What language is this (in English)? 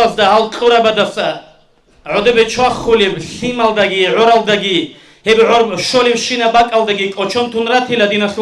Avaric